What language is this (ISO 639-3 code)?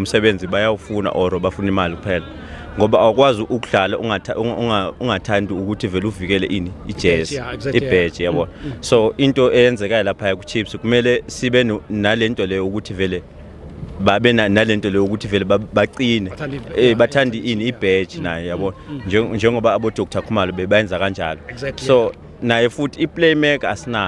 zul